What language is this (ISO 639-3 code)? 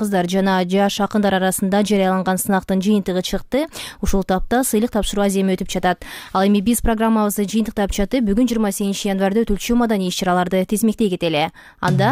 kir